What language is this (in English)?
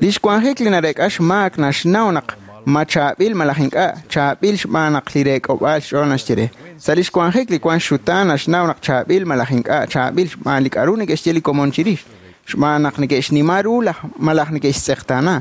Kekchí